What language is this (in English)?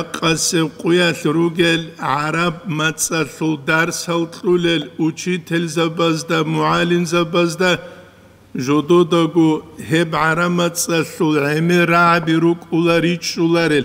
Avaric